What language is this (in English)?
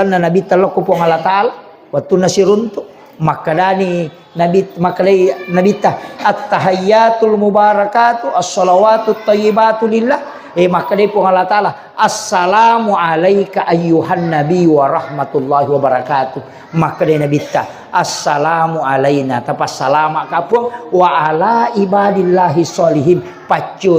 Buginese